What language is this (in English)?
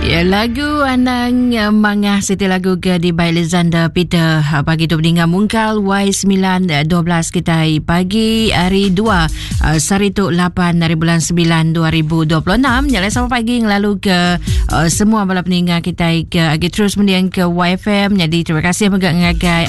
Iban